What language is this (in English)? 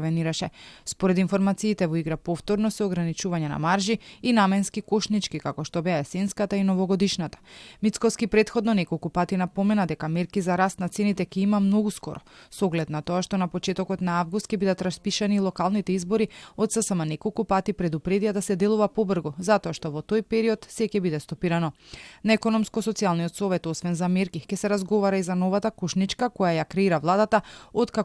Macedonian